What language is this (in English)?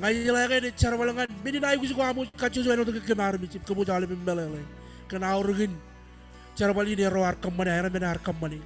Marshallese